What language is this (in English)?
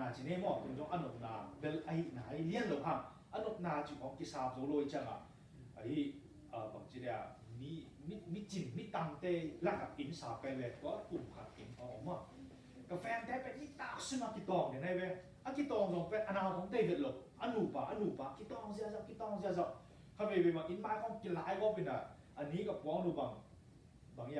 Tedim Chin